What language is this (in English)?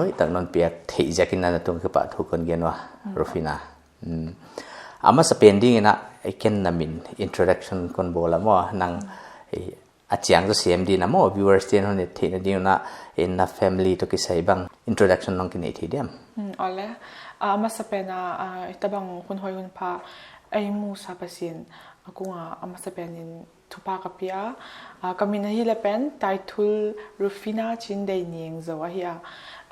Paite Chin